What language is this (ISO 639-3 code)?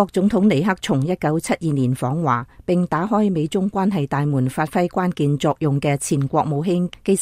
yue